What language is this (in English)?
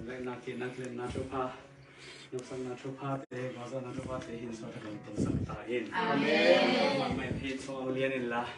Tedim Chin